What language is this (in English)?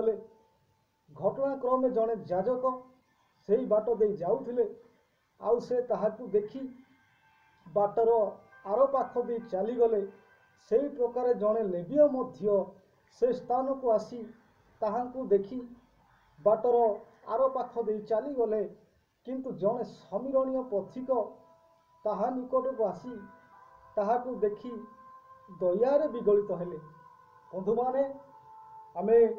Odia